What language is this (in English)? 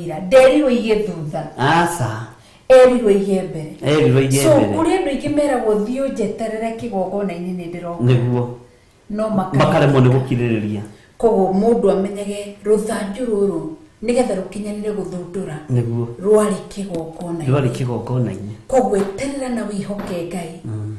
Kikuyu